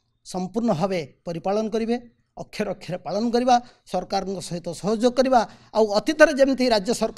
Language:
Odia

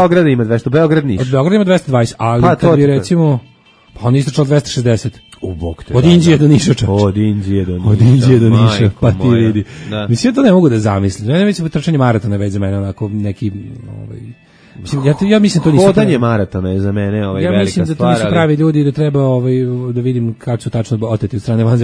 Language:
Serbian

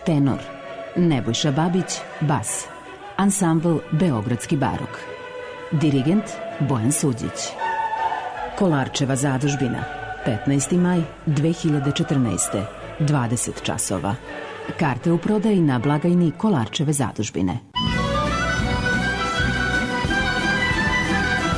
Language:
Serbian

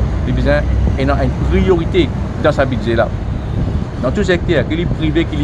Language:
Morisyen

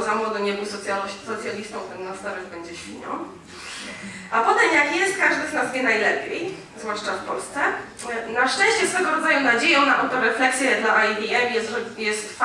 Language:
Polish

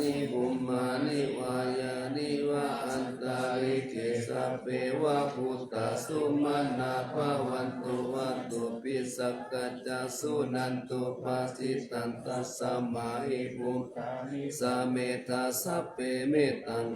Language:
Pali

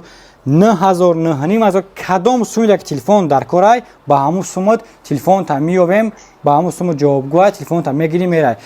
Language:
Tajik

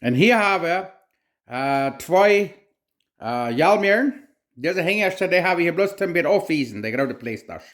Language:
Plautdietsch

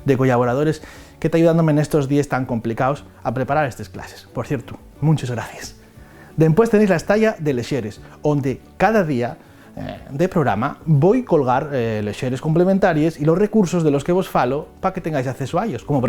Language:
Asturian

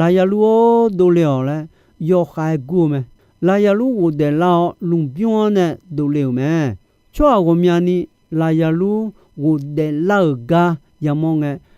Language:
Akha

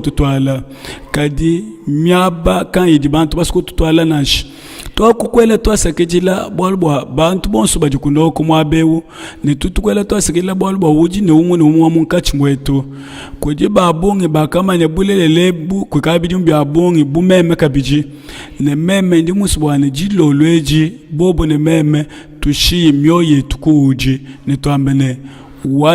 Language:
Luba-Lulua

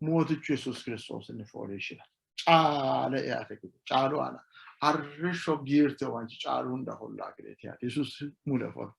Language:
Sidamo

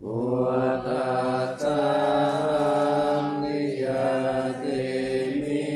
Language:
Pali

